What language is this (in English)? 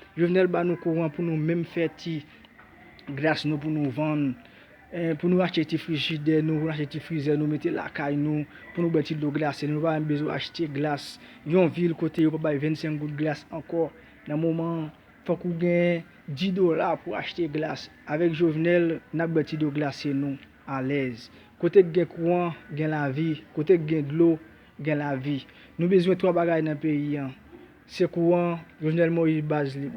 Haitian Creole